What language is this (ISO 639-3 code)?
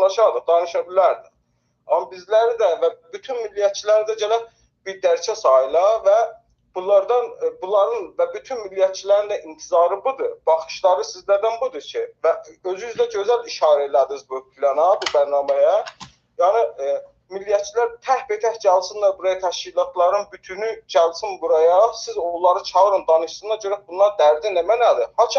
azb